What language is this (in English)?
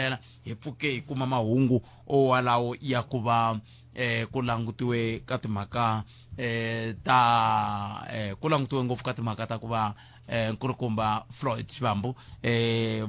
Tsonga